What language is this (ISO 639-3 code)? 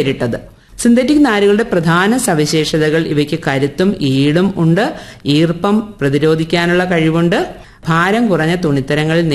mal